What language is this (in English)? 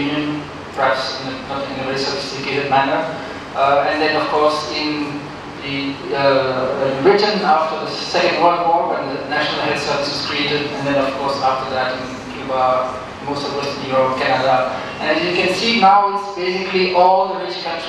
English